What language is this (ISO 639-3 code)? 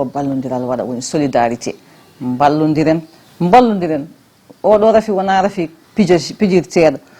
ful